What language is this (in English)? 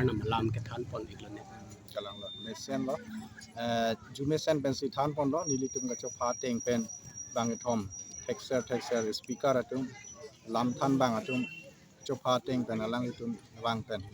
Karbi